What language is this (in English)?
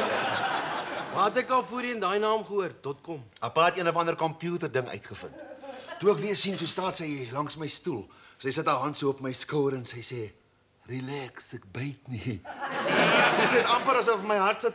Afrikaans